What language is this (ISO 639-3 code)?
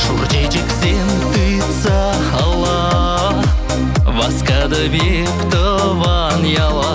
chv